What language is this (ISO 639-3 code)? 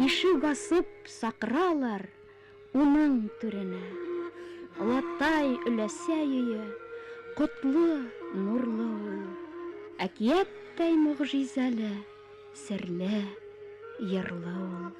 bak